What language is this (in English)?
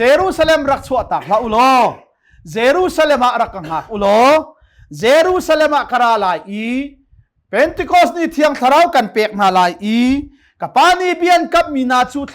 Hakha Chin